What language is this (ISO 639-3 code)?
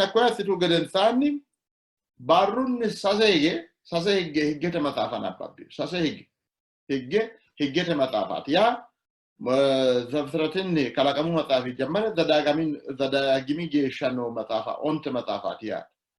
sid